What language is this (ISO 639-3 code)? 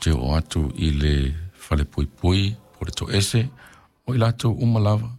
smo